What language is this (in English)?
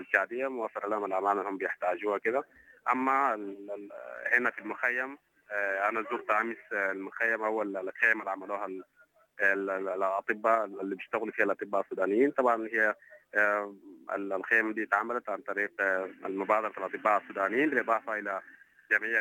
Sudanese Arabic